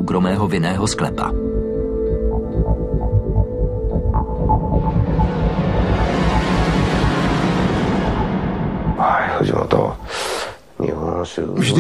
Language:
Czech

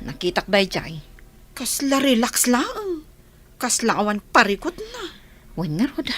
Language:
Iloko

